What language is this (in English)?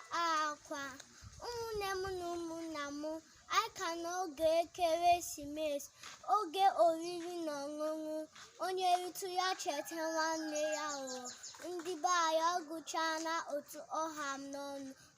Igbo